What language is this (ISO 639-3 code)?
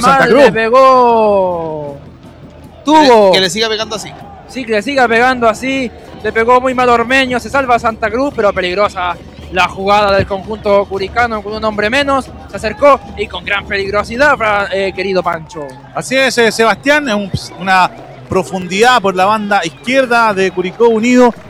spa